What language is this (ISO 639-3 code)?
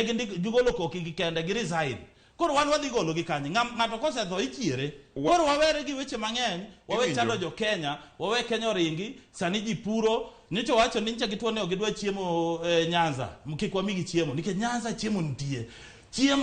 luo